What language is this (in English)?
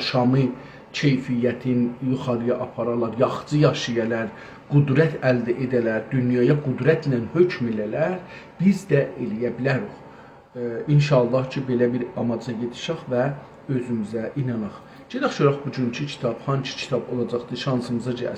South Azerbaijani